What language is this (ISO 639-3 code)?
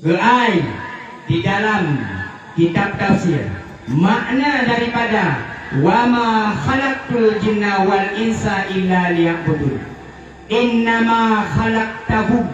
ace